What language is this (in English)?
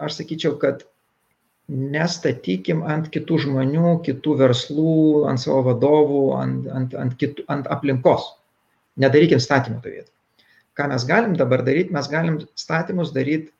Lithuanian